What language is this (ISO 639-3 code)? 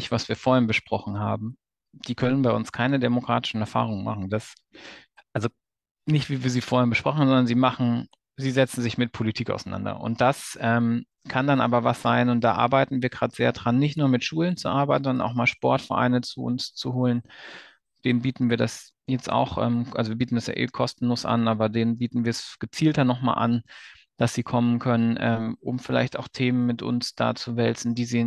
deu